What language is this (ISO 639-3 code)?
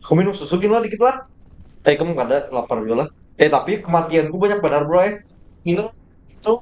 bjn